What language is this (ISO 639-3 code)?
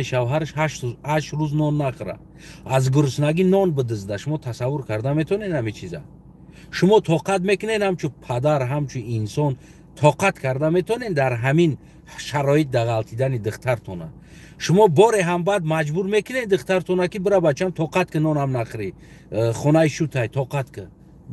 tgk